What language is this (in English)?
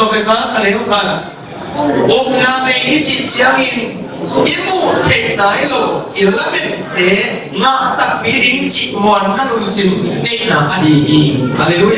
Tedim Chin